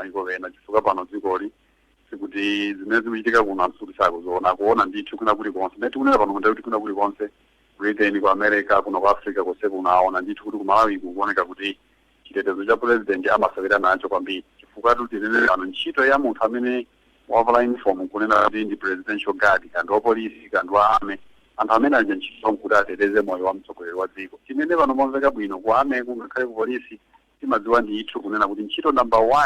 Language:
Nyanja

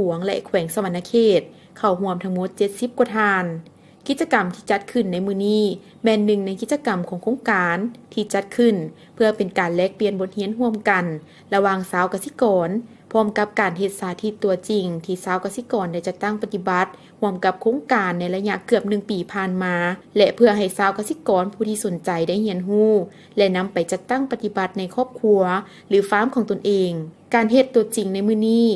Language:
Lao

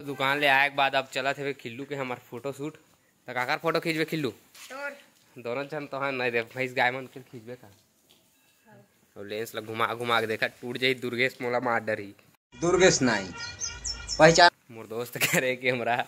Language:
Chhattisgarhi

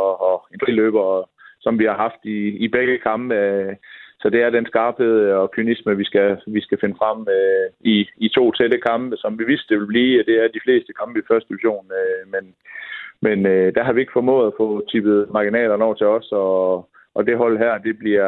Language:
Danish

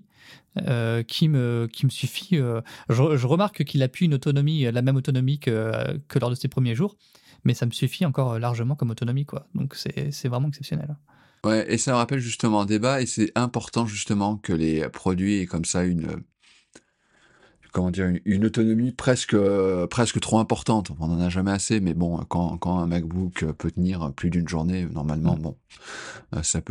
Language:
French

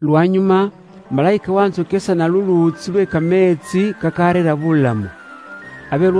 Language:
Luyia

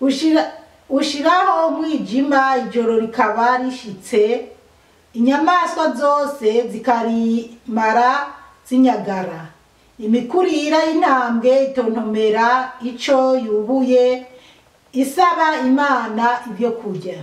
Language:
Rundi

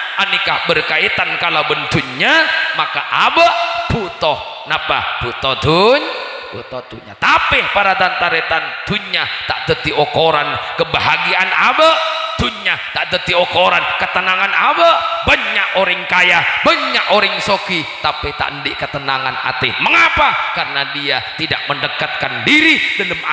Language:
Madurese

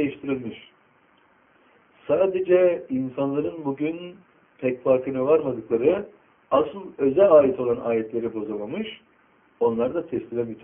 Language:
Turkish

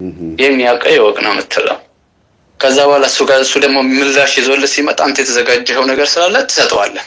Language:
Amharic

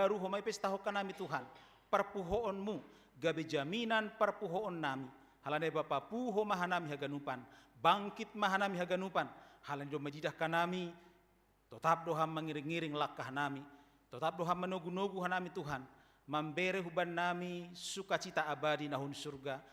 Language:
Batak Simalungun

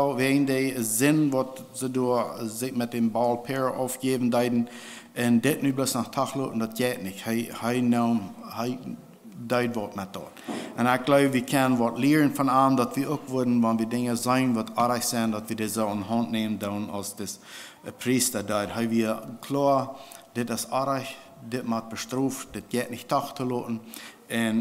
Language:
Plautdietsch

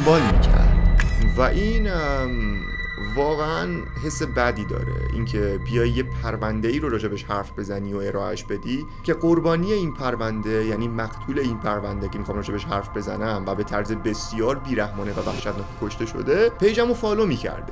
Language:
Persian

